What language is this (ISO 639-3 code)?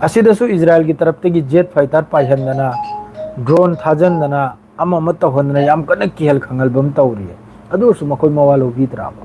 mni